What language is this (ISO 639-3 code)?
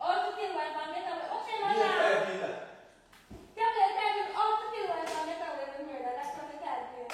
jam